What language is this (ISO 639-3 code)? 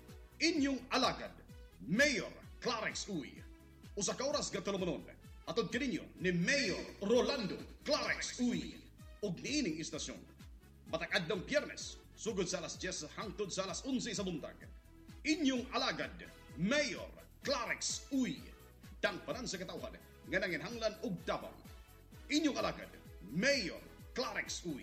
ceb